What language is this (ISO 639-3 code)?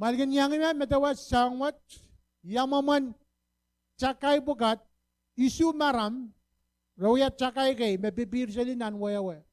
pon